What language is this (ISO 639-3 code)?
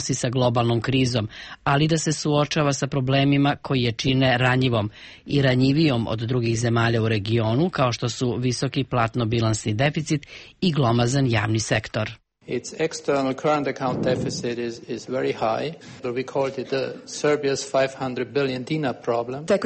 srp